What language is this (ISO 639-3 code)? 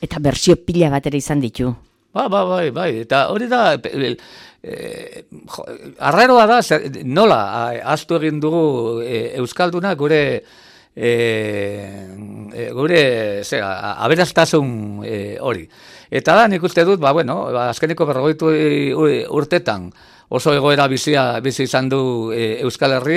eus